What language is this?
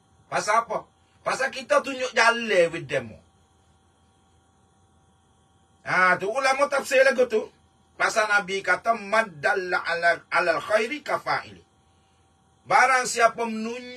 Malay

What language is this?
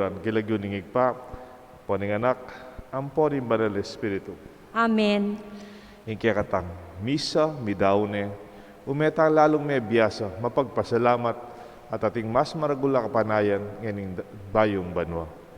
Pampanga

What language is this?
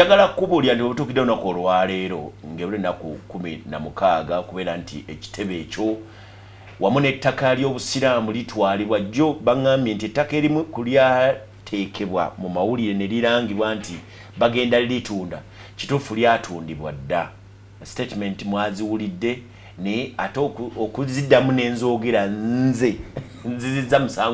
Ganda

